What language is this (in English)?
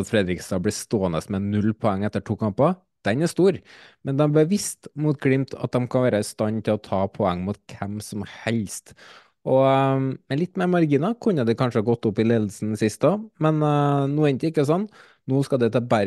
Norwegian